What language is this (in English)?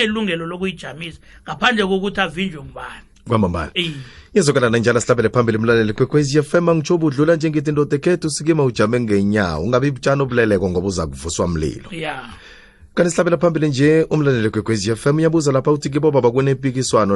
South Ndebele